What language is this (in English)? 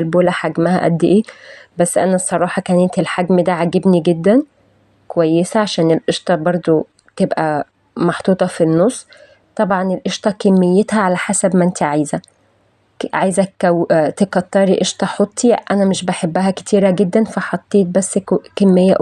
Egyptian Arabic